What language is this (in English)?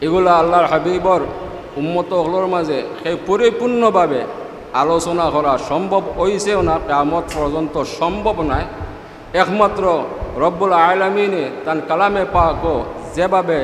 Sylheti